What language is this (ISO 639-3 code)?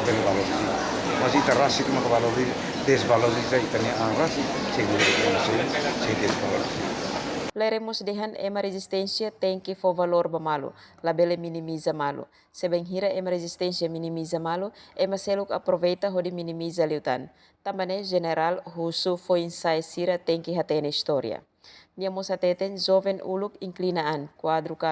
tet